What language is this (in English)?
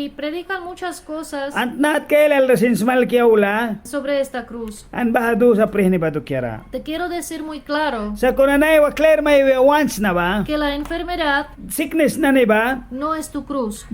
Mískito